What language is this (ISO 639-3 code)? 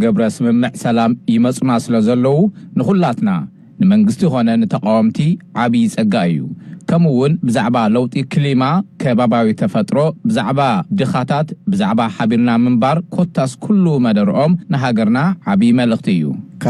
tir